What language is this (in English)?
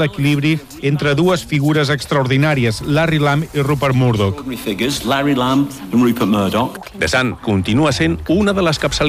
Catalan